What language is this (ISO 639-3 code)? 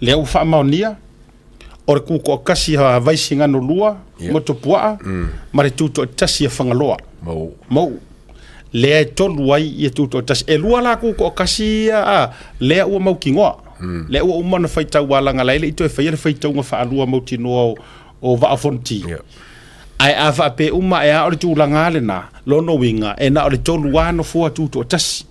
smo